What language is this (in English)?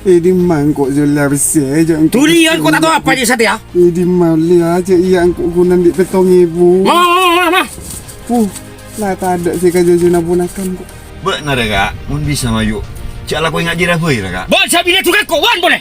Madurese